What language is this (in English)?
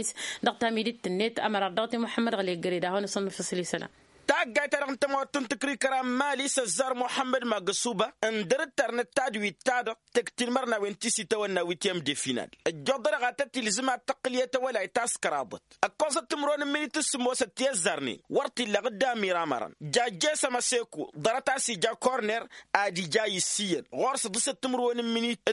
Tamasheq